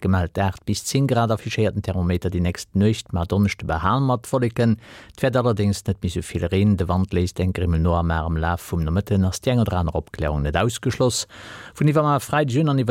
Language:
Luxembourgish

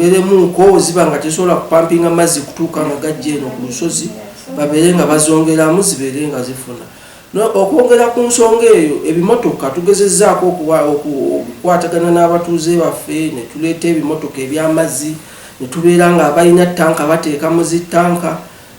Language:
Ganda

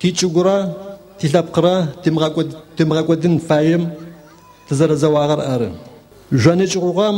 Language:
Adyghe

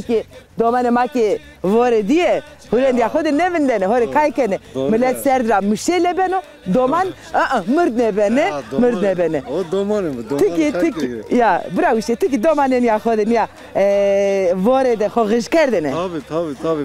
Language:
Zaza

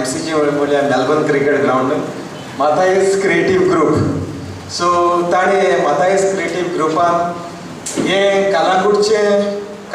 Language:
Konkani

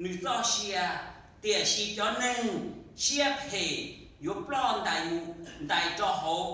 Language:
Hmong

